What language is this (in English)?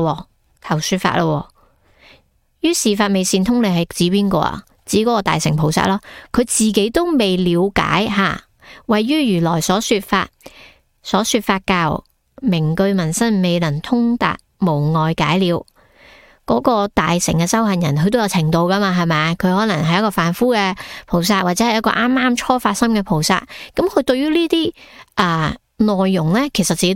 Cantonese